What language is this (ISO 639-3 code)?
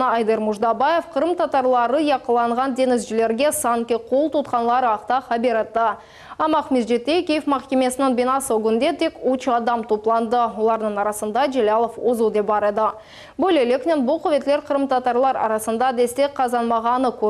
crh